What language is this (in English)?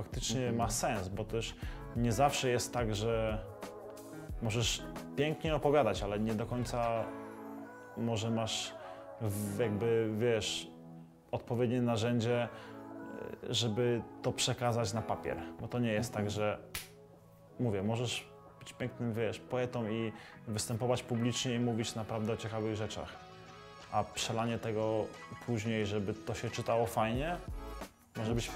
Polish